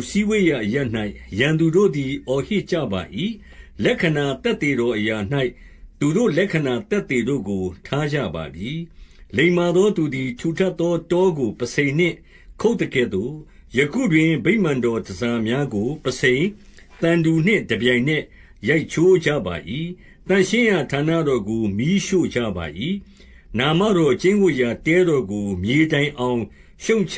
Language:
Burmese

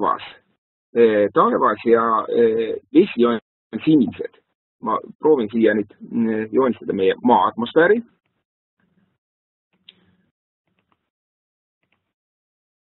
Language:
Estonian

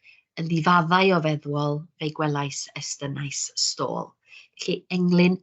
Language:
Welsh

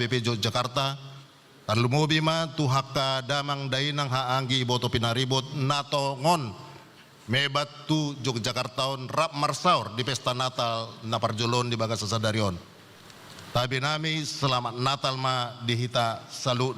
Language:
Batak Toba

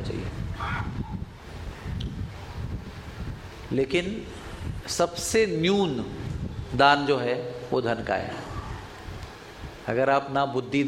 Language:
Hindi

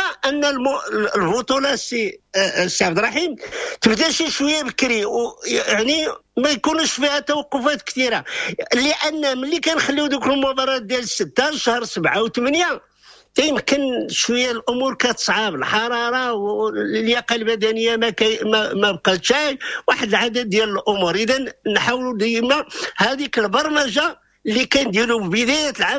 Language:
Moroccan Arabic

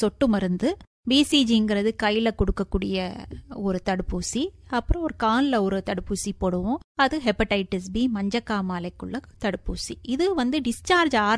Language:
Tamil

